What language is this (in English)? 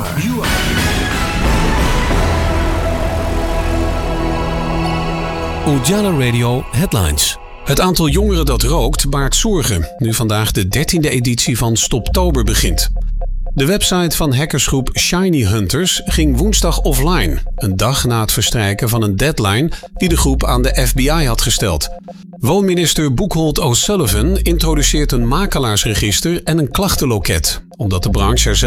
Dutch